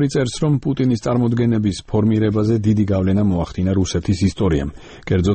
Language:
Georgian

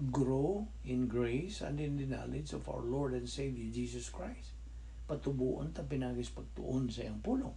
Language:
Cebuano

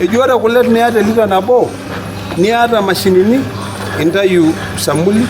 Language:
Masai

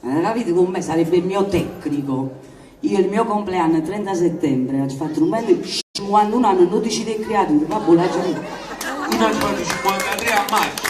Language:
Neapolitan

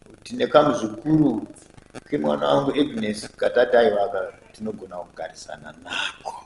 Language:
Shona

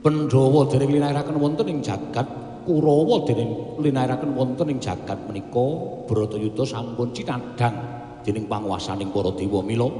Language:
Javanese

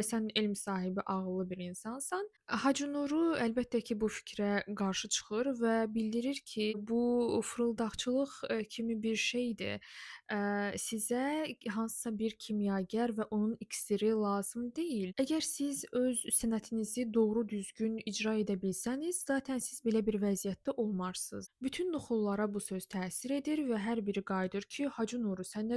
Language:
Azerbaijani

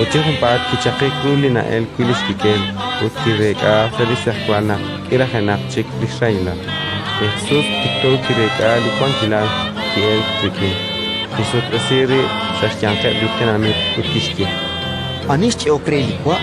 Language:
Kekchí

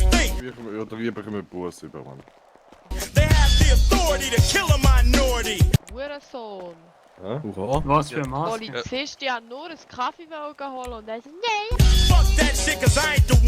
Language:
Swiss German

